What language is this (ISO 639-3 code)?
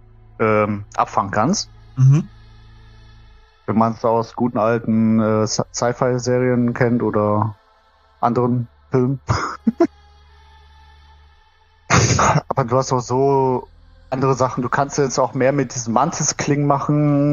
deu